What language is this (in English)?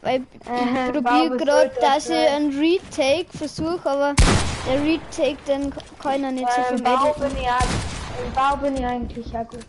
Bavarian